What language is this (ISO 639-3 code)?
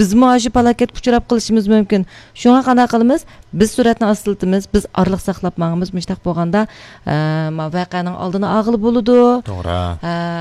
uig